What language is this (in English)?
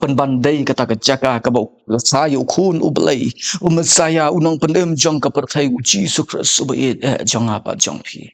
Khasi